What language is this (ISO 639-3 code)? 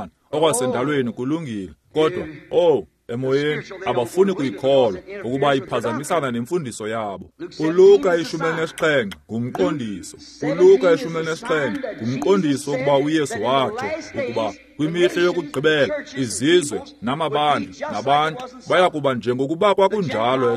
xho